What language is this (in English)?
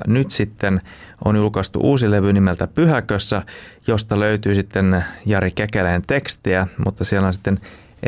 Finnish